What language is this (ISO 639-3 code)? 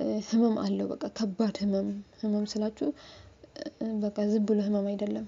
amh